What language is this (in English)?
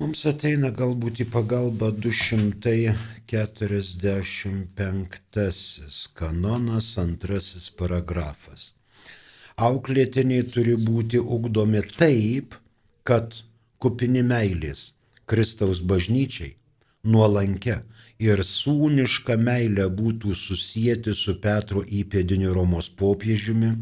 Lithuanian